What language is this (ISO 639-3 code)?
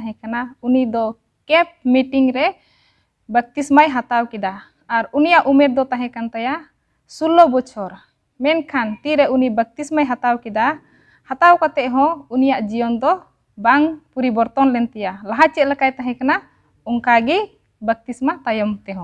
sat